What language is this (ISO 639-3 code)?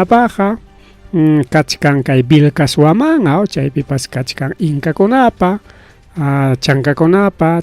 quy